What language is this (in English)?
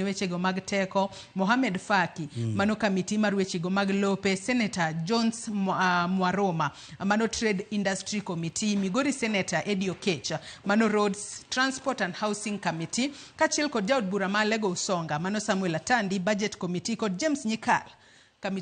Luo (Kenya and Tanzania)